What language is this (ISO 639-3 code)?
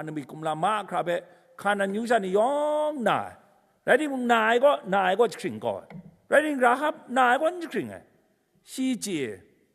kac